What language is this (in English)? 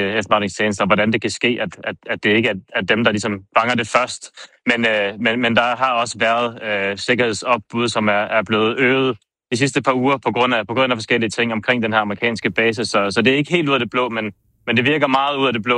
Danish